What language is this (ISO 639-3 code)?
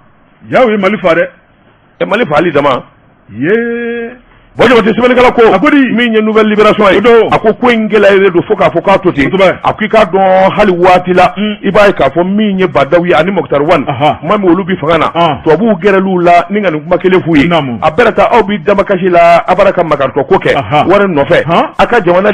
bam